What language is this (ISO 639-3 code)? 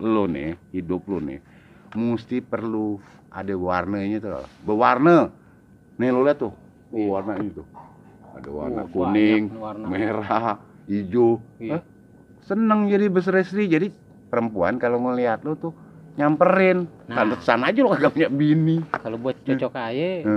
bew